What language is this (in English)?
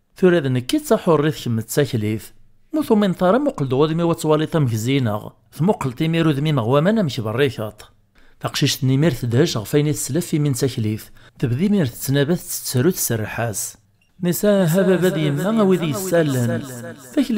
Kabyle